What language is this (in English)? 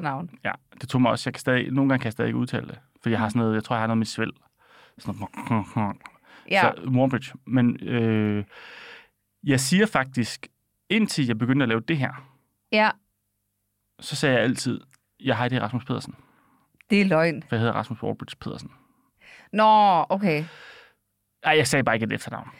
Danish